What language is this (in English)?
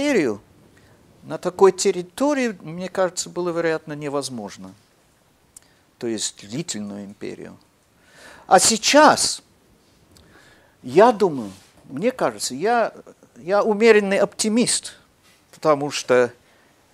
Russian